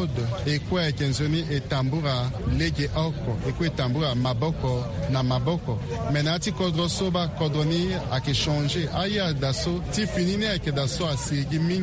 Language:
Sango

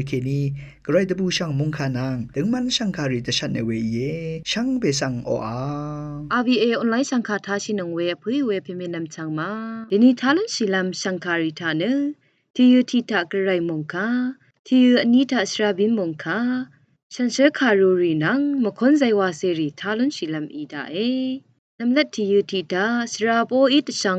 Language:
Rawang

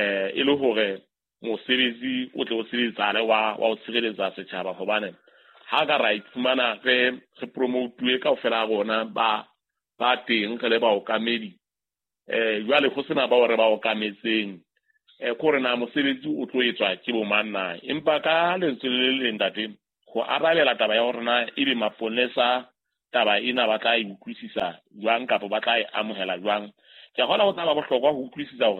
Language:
Southern Sotho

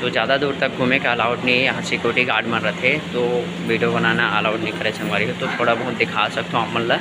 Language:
Chhattisgarhi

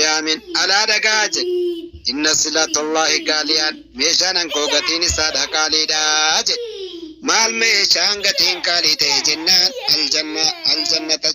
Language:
Oromo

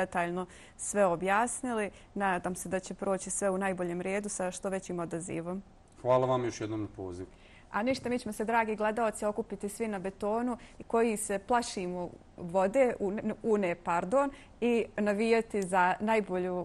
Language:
Bosnian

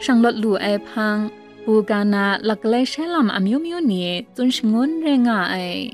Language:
Kachin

